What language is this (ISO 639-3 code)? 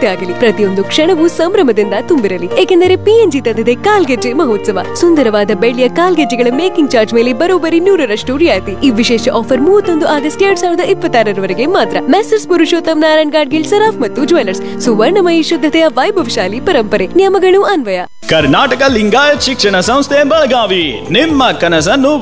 kan